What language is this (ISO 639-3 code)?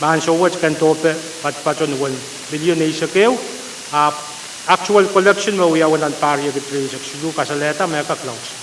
pon